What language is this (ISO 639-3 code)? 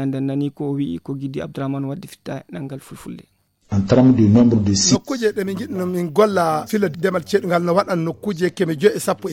ful